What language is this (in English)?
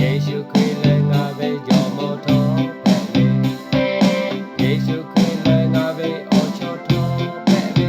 Lahu